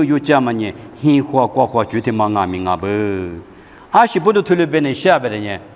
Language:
Lisu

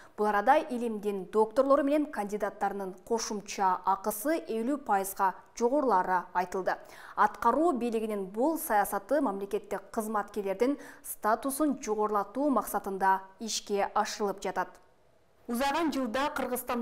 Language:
Kyrgyz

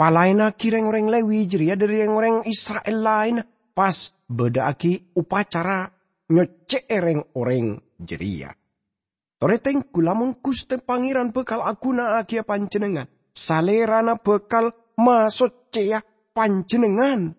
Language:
Madurese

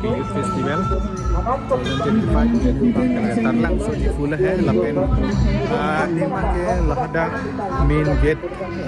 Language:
Karbi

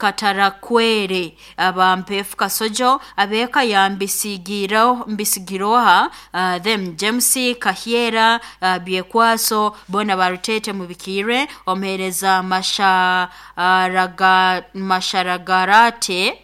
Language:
Nyoro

